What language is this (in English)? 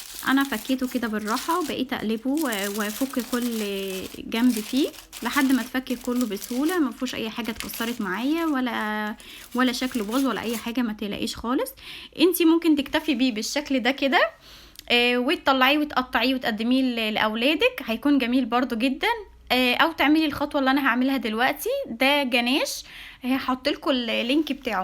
Egyptian Arabic